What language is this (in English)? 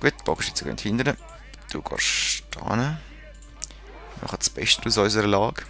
Swiss German